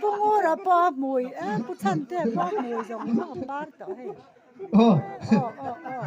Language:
Mizo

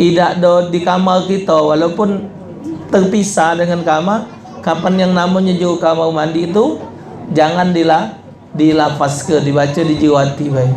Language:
Musi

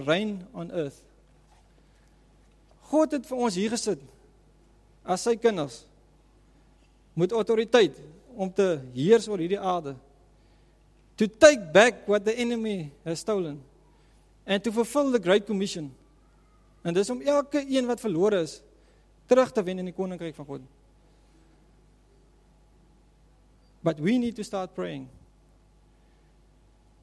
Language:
Afrikaans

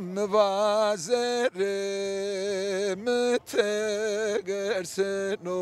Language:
Zaza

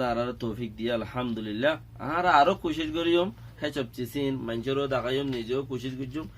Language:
Rohingya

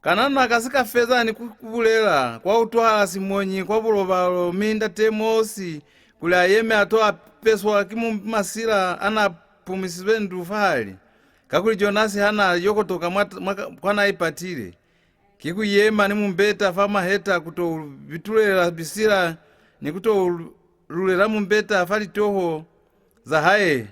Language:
Lozi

